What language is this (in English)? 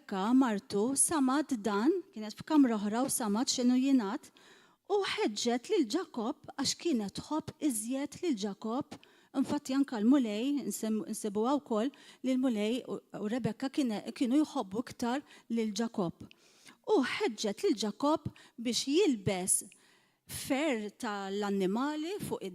Maltese